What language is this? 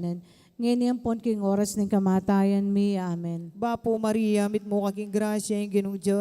Pampanga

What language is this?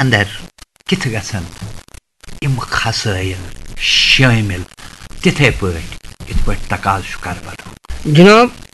Kashmiri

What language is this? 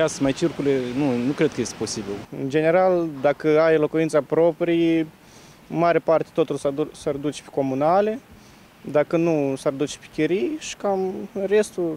Romanian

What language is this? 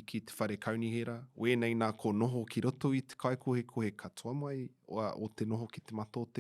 Māori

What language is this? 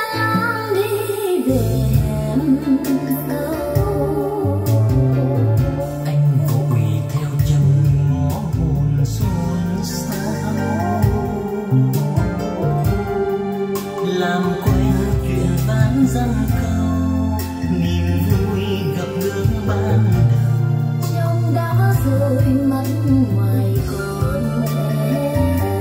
Vietnamese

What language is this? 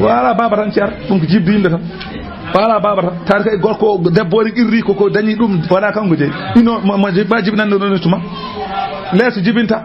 Fula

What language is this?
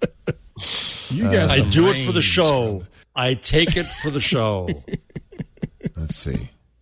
English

